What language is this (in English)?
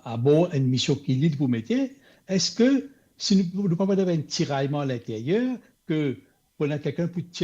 Morisyen